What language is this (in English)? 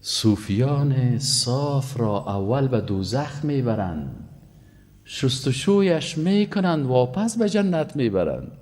Persian